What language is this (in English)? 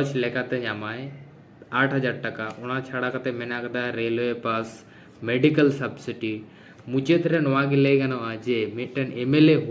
Santali